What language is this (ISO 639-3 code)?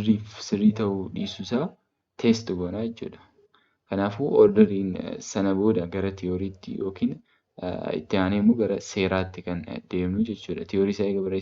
orm